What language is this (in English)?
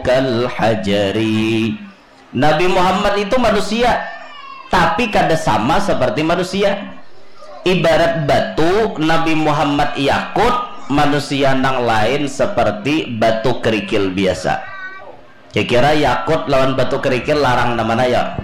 Banjar